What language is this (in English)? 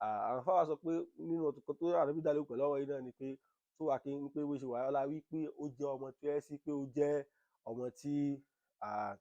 Yoruba